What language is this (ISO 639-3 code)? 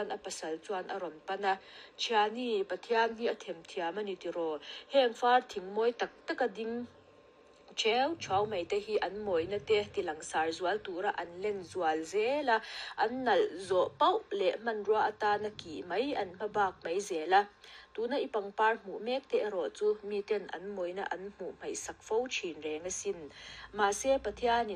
lus